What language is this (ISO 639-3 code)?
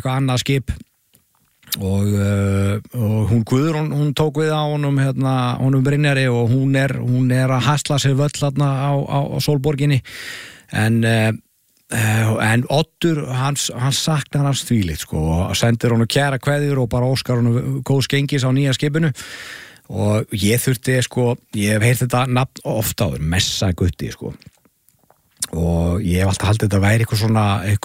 isl